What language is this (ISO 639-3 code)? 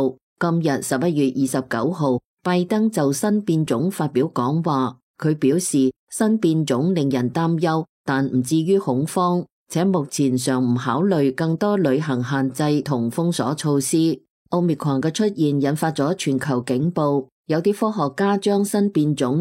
yue